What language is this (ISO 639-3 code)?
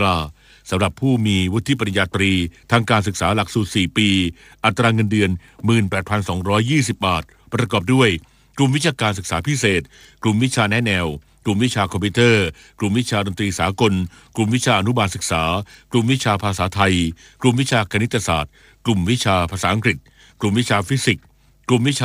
tha